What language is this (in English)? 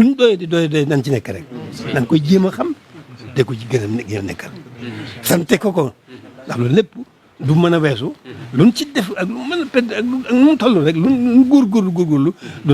Wolof